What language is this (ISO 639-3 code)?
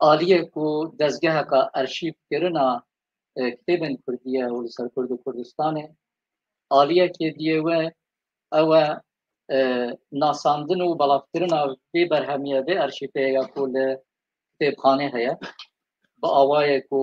kur